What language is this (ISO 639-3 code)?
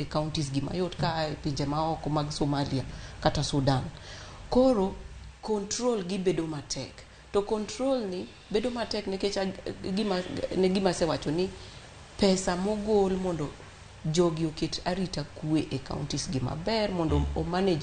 luo